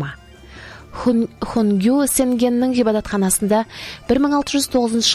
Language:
Kazakh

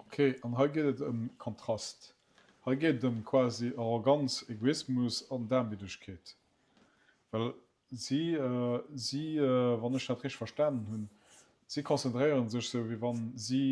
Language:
Luxembourgish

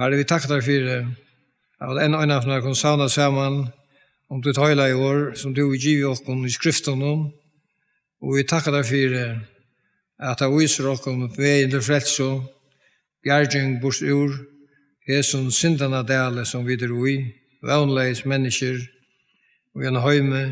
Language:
Faroese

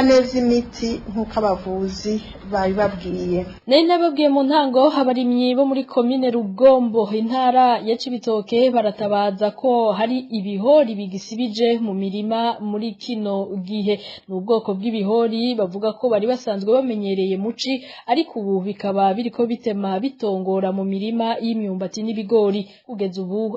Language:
Rundi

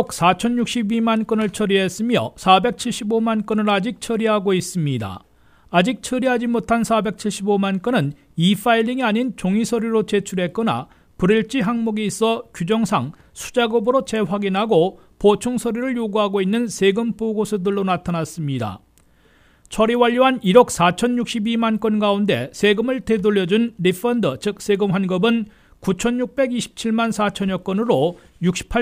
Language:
Korean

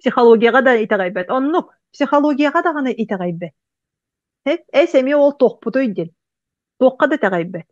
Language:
Yakut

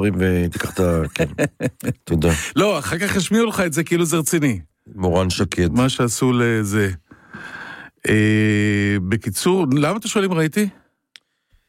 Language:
Hebrew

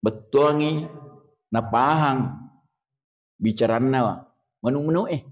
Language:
Buginese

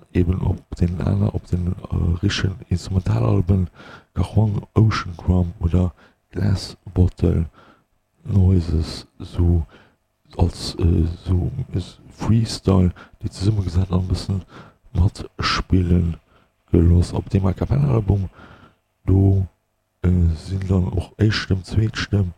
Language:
Luxembourgish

